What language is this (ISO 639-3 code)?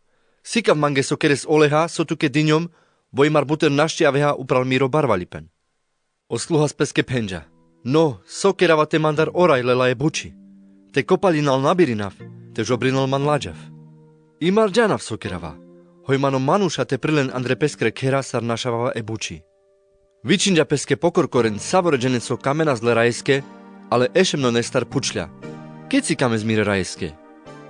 rmc